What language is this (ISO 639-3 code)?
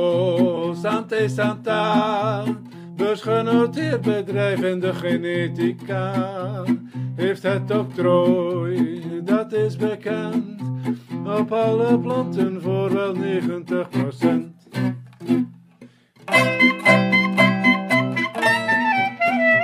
nld